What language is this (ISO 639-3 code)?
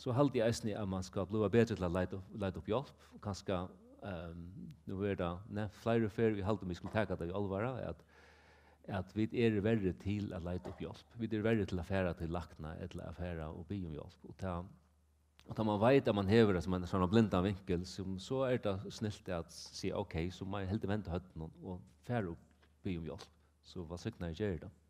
fao